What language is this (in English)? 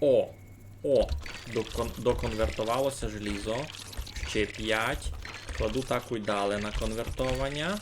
Rusyn